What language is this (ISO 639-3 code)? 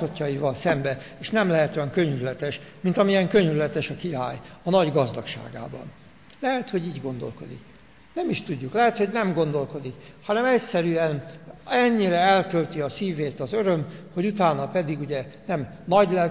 hun